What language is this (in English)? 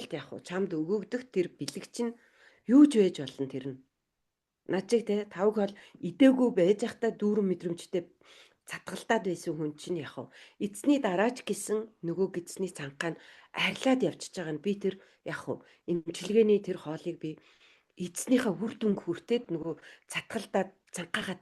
Mongolian